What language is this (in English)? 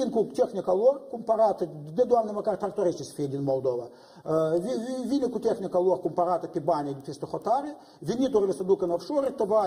Romanian